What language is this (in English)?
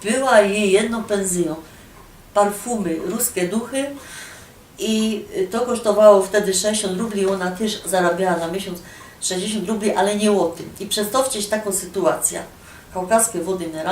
Silesian